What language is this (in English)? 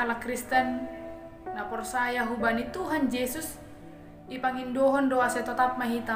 Batak Simalungun